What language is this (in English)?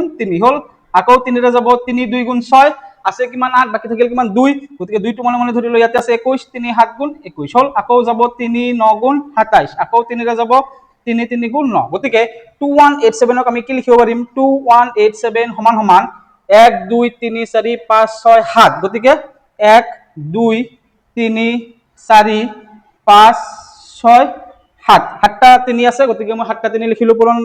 Assamese